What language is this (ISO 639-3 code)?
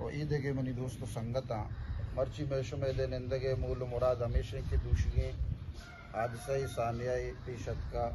bal